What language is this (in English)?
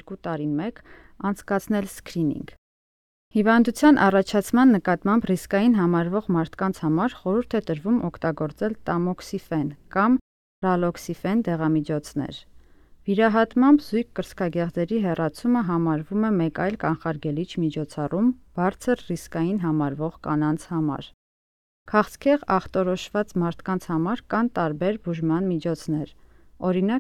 Armenian